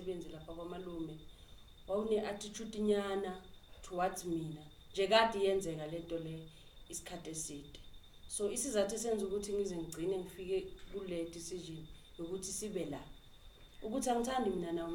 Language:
Zulu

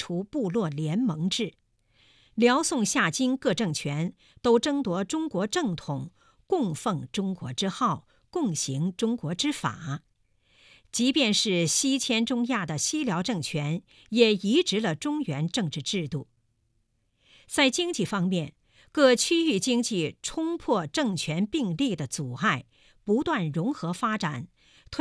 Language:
Chinese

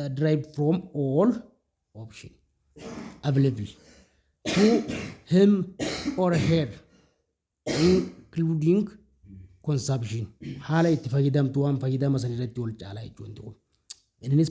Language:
Oromo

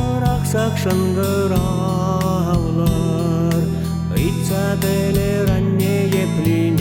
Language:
Chuvash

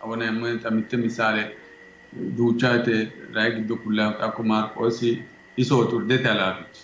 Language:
Sidamo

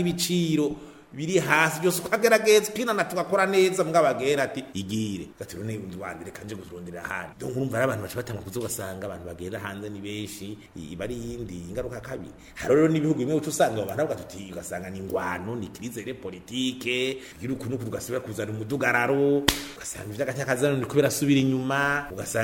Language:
Rundi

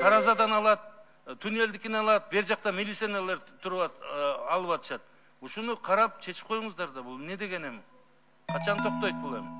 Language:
Kyrgyz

